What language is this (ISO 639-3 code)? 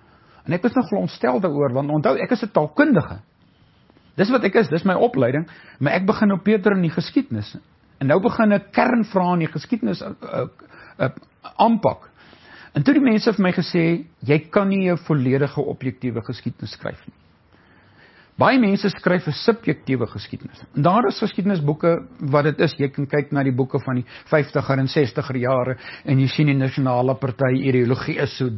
afr